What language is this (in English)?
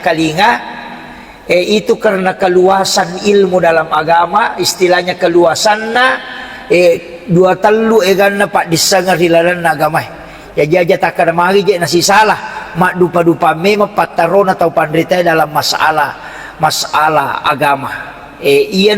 Buginese